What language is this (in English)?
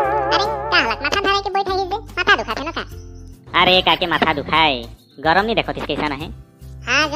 Sadri